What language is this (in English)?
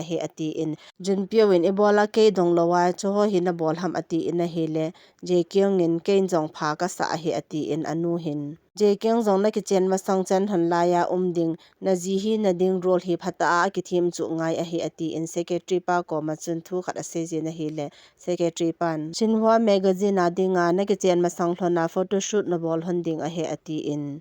Thado Chin